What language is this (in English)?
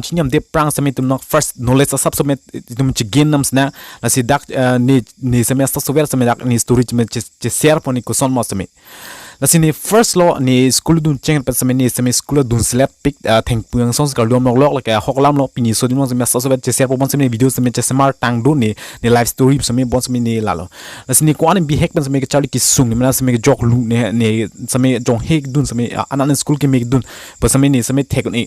Karbi